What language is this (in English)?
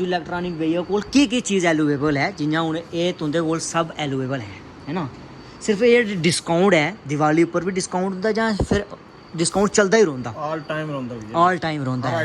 Dogri